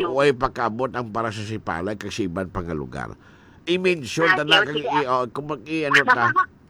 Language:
Hiligaynon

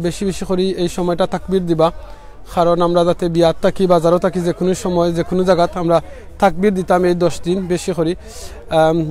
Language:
Sylheti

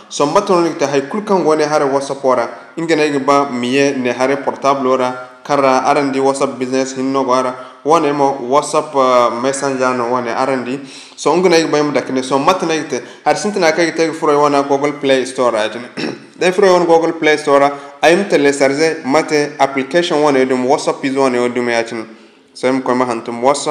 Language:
Zarma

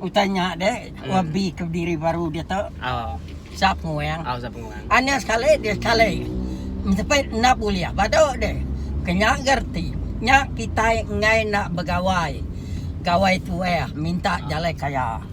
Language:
Iban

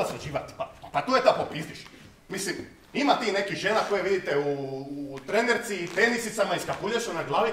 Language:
Croatian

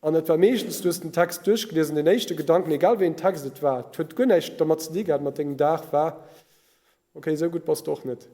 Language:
Luxembourgish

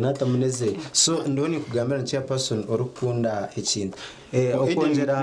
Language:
Nyankole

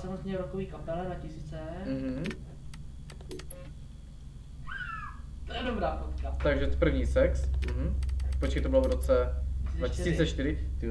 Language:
Czech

